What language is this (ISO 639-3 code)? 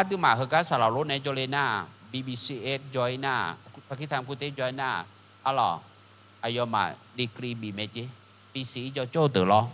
ahk